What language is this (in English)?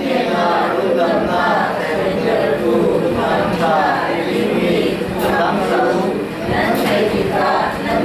Falam Chin